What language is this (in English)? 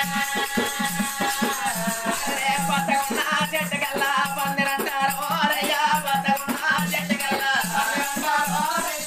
Telugu